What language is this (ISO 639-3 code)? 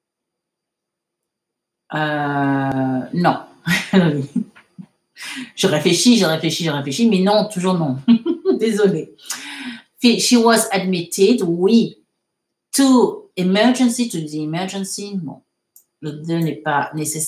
fra